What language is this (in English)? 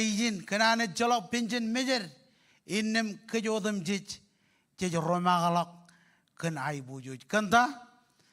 Marshallese